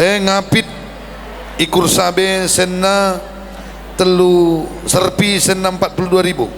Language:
Batak Karo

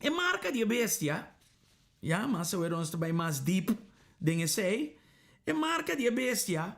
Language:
Papiamento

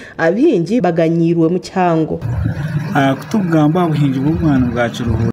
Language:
Nyankole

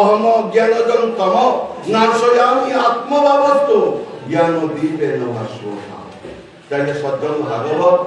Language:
Bishnupriya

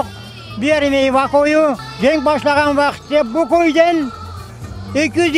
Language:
Crimean Tatar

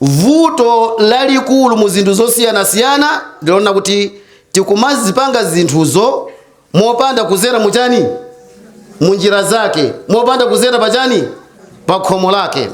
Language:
Nyanja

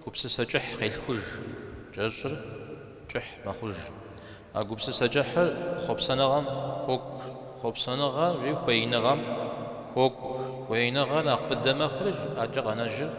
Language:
Kabardian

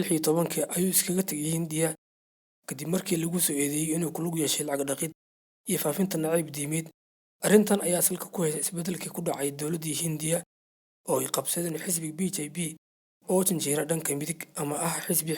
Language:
Somali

